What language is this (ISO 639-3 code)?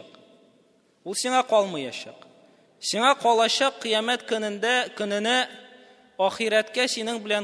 tat